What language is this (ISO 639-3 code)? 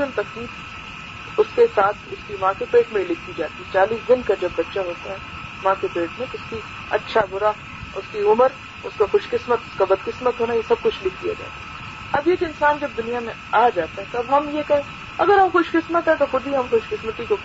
urd